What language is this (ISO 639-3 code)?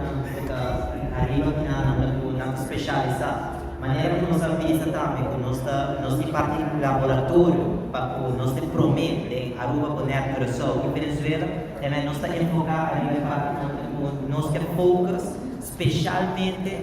pap